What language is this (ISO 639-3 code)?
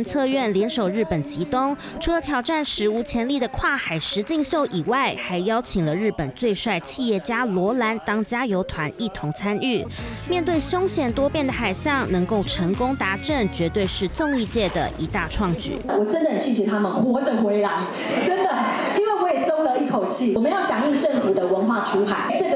zho